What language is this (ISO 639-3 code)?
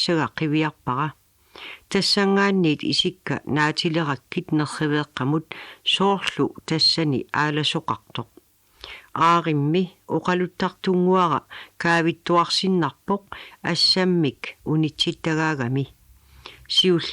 kal